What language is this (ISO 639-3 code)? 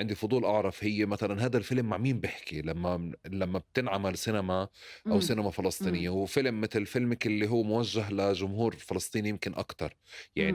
apc